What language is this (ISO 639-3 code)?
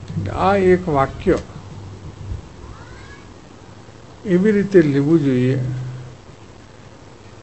guj